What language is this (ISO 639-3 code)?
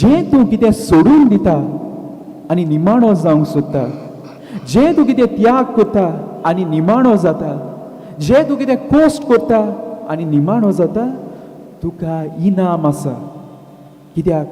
kok